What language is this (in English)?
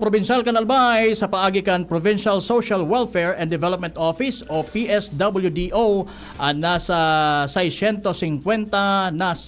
Bikol